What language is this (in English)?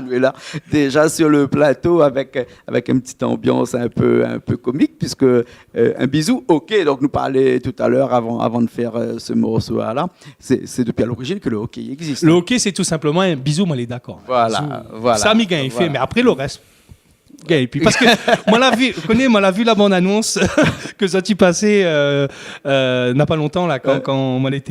Réunion Creole French